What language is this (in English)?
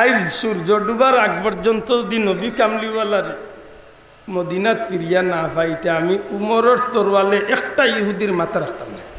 Sylheti